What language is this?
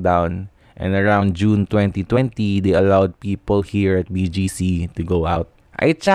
Filipino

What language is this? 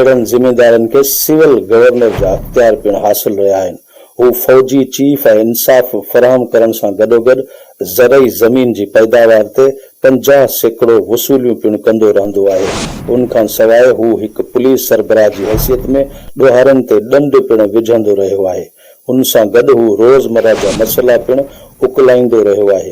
Sindhi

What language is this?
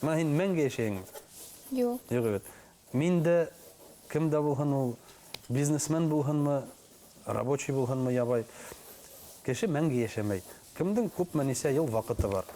Bashkir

